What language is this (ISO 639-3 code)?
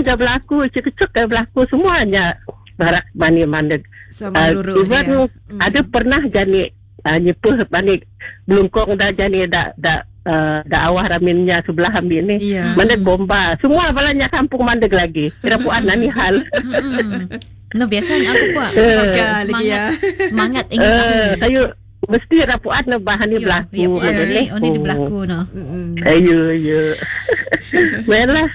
msa